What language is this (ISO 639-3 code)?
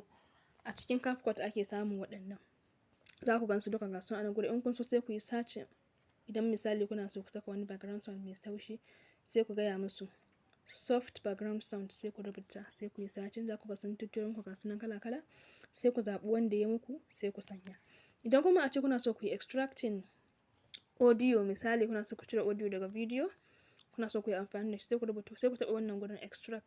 hau